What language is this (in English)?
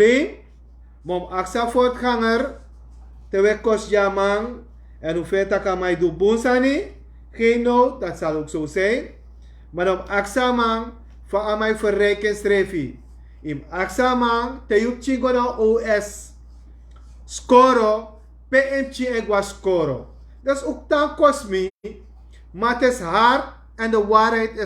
Sranan Tongo